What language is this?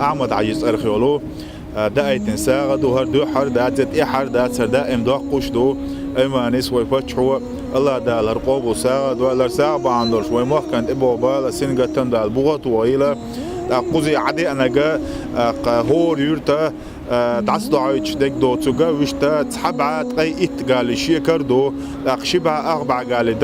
Chechen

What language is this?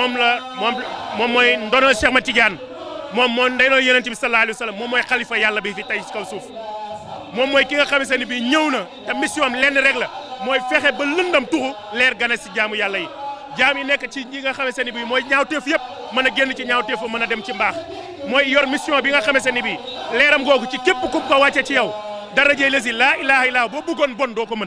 Wolof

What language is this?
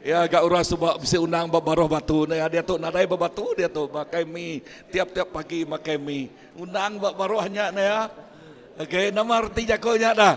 Iban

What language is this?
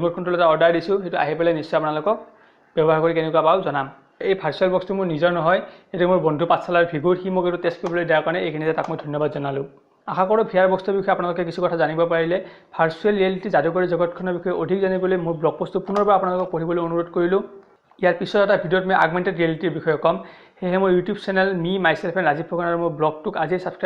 Assamese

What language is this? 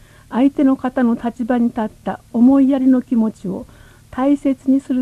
Japanese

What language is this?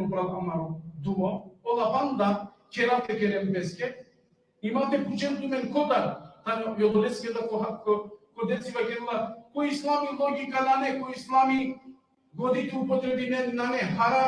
Balkan Romani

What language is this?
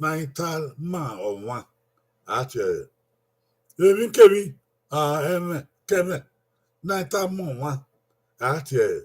Bini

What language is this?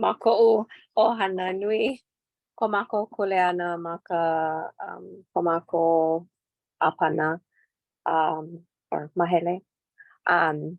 Hawaiian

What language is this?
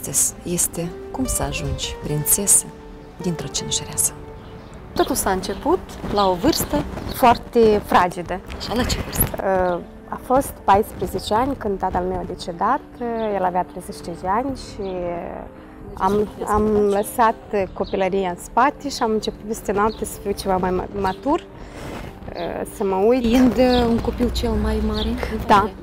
Romanian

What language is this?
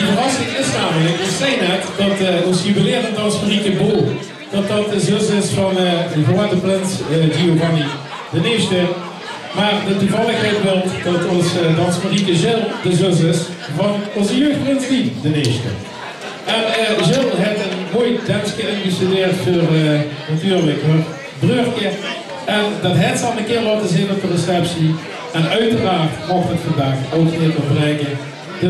Limburgish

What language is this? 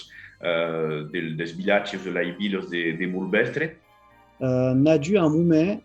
Occitan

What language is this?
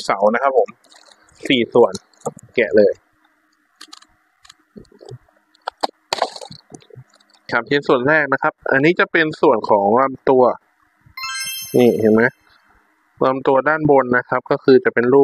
Thai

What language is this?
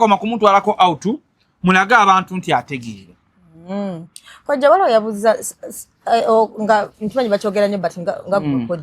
Ganda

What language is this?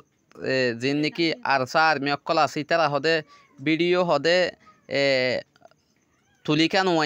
Rohingya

